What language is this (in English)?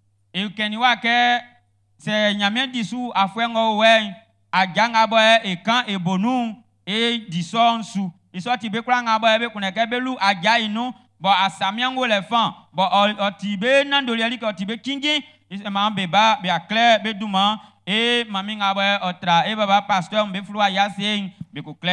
Baoulé